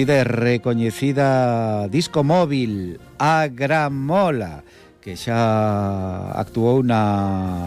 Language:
Galician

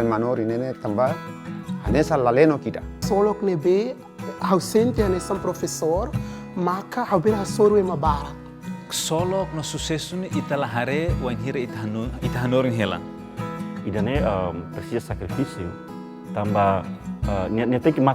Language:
Tetum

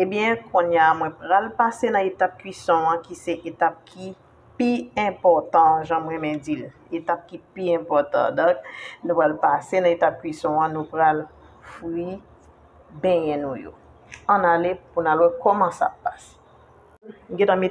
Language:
Haitian Creole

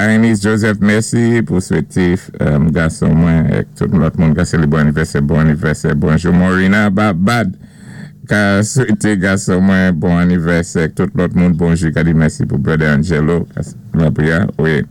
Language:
Saint Lucian Creole French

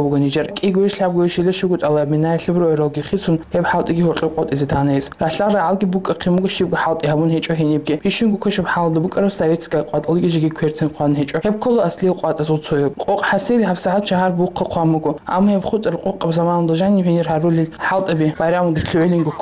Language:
Avaric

